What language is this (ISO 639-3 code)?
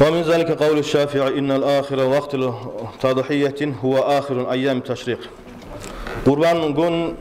kum